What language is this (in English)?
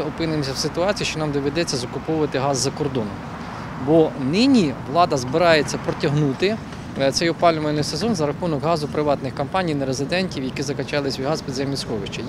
Ukrainian